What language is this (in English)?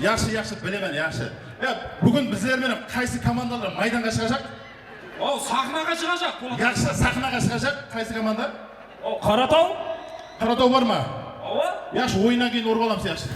Kara-Kalpak